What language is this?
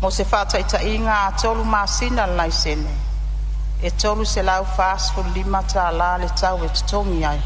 Samoan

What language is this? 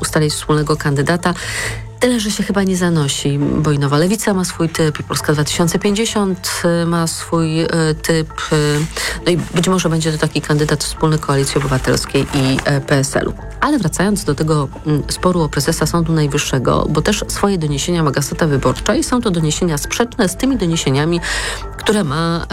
Polish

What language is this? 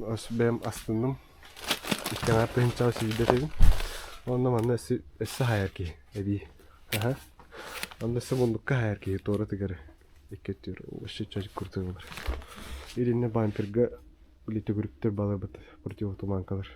Yakut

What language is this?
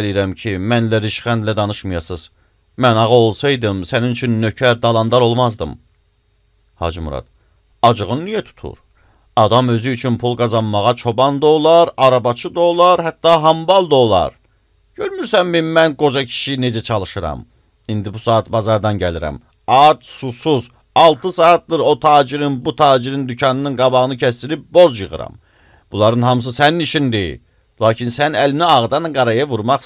Azerbaijani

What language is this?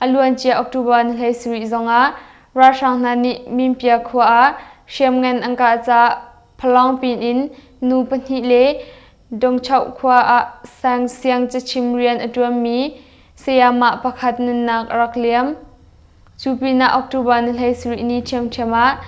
Hakha Chin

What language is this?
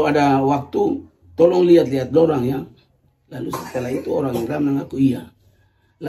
Ambonese Malay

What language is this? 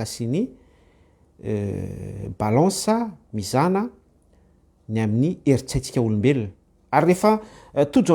Malagasy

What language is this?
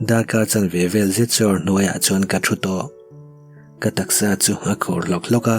Mizo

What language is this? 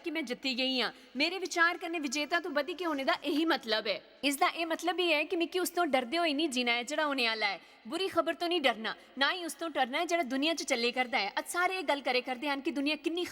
Dogri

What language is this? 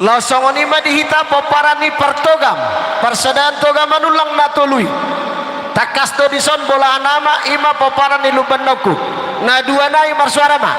Batak Toba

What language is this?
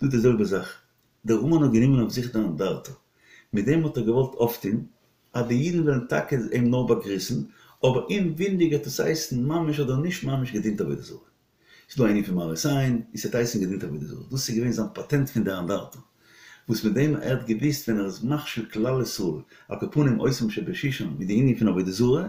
Yiddish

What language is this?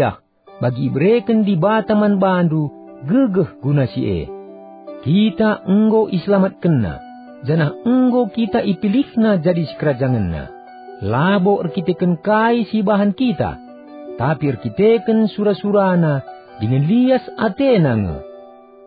Batak Karo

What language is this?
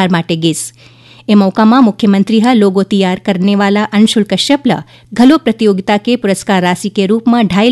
Chhattisgarhi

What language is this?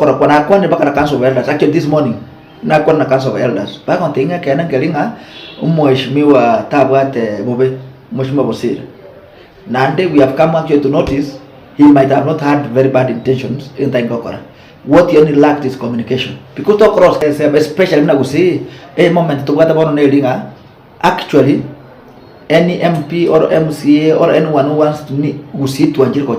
Gusii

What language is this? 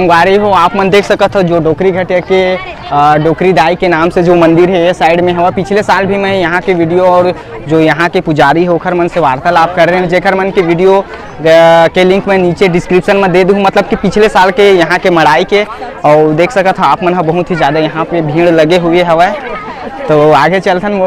Chhattisgarhi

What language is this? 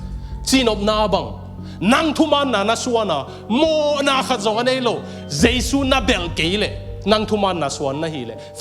Tedim Chin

